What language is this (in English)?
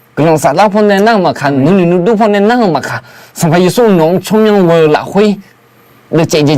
Akha